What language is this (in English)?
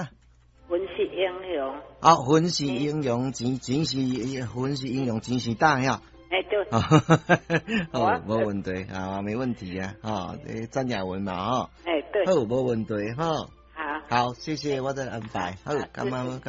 Min Nan Chinese